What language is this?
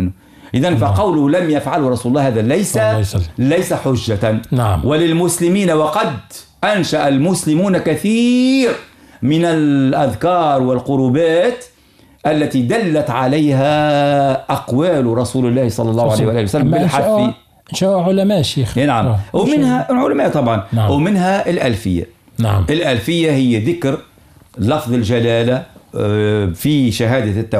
Arabic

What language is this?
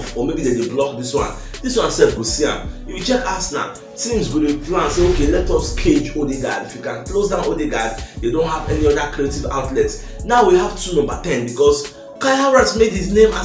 Nigerian Pidgin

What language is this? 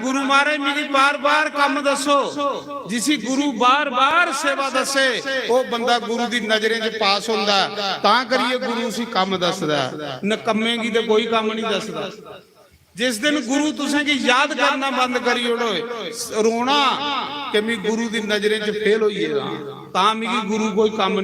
Dogri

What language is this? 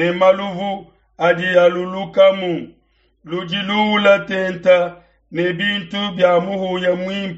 Luba-Lulua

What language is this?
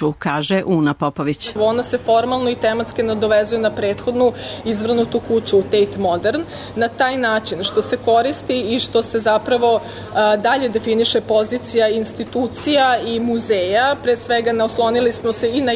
Serbian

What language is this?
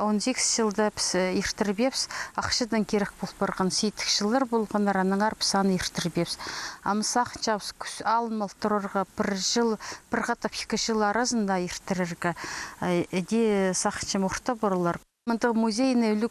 Khakas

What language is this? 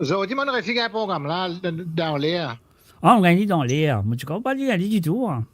Morisyen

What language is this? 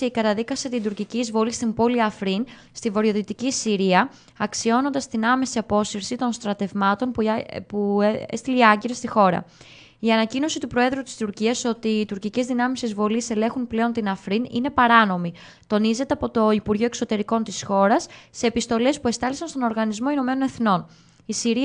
Greek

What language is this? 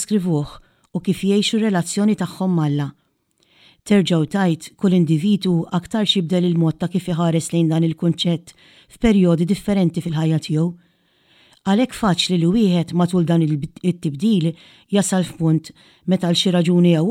Maltese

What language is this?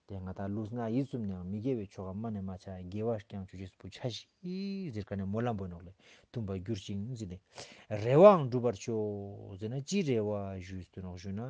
Ladakhi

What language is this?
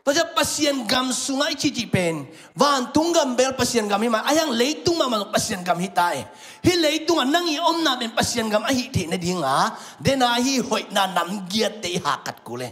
Tedim Chin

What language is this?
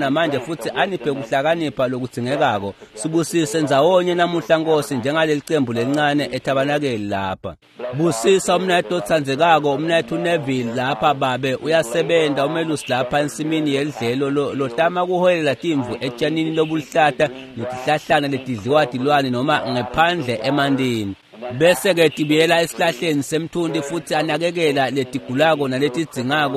Swati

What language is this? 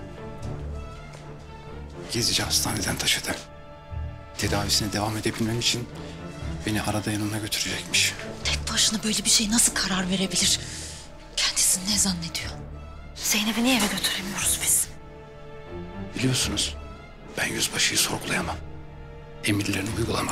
Turkish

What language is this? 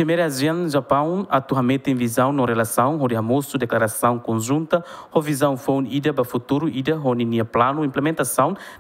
Tetum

